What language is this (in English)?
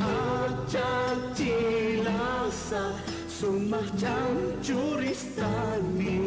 Aymara